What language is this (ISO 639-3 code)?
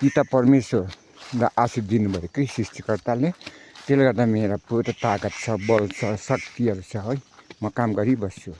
nep